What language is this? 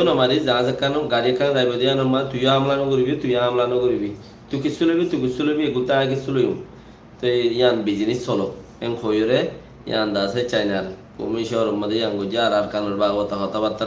Rohingya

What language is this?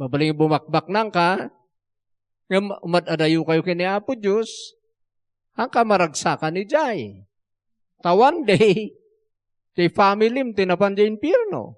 Iloko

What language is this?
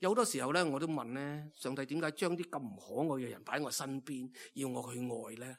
Cantonese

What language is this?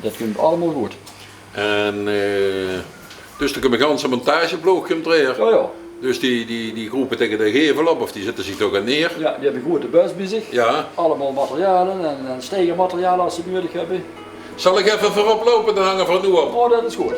Limburgish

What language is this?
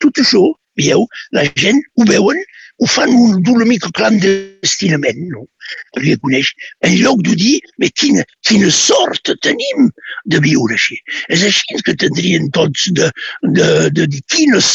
Catalan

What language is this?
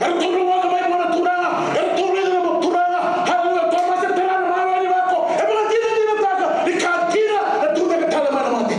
Fijian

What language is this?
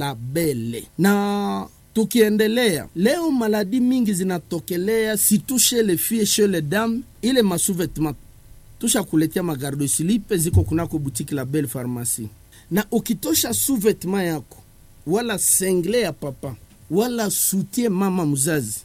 Swahili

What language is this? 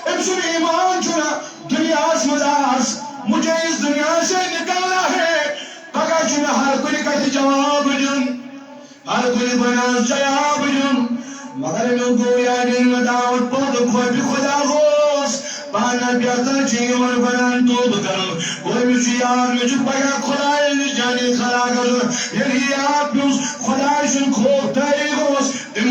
Kashmiri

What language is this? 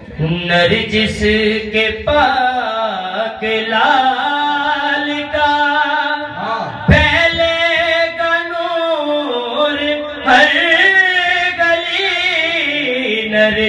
Urdu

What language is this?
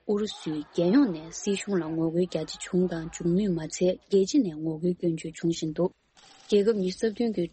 Tibetan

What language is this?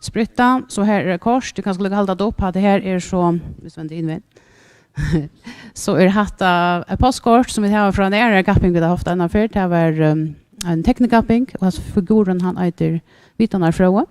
Faroese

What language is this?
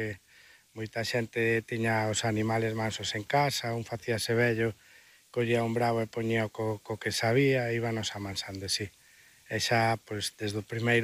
Galician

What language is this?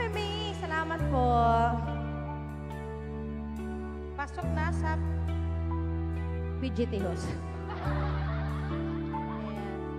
Filipino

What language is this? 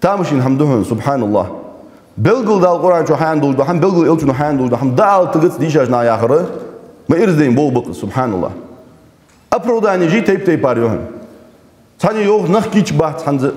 Ingush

